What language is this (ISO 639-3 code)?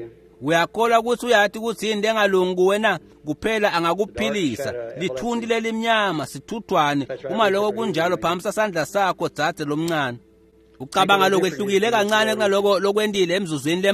ssw